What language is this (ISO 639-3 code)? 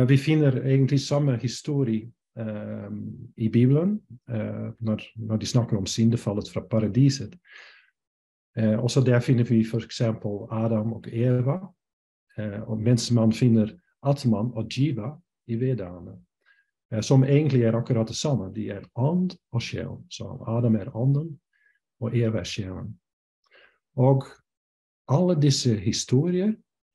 nor